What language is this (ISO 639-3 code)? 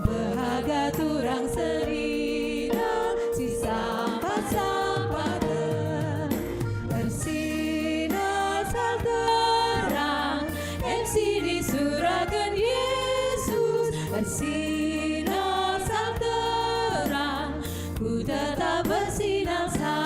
btx